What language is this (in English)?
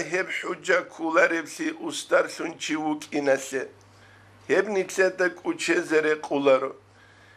Avaric